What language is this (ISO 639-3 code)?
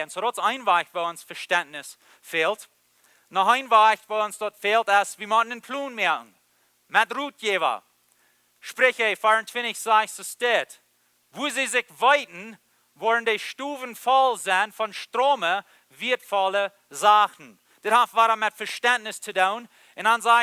pdt